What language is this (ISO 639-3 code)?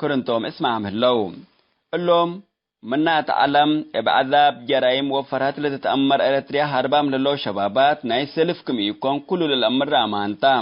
tig